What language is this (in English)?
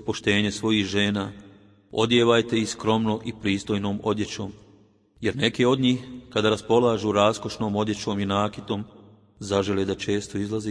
Bosnian